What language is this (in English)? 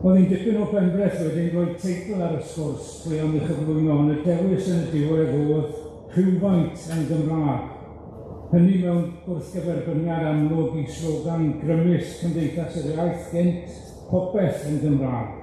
Welsh